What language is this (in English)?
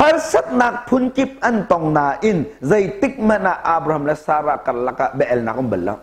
Hakha Chin